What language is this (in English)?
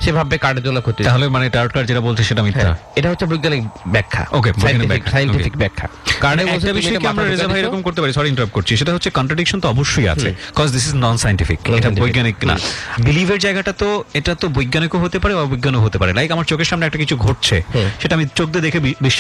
Bangla